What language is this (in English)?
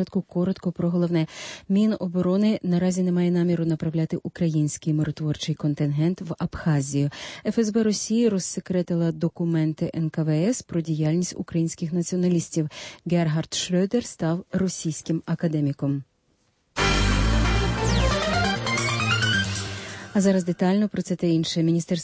Ukrainian